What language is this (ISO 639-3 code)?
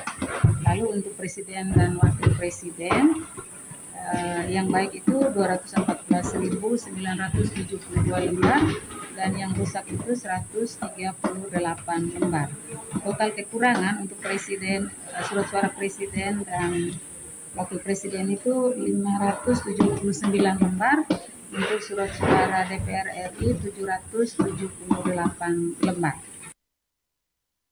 ind